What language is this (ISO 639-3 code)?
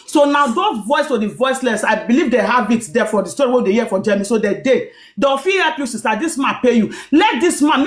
pcm